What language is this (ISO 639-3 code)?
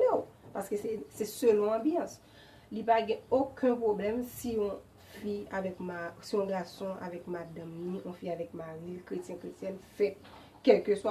hat